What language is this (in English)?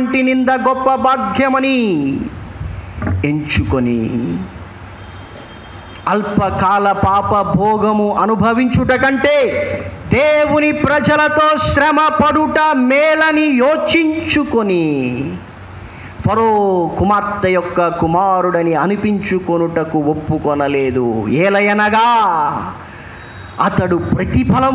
Telugu